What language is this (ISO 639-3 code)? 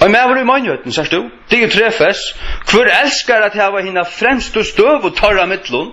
fao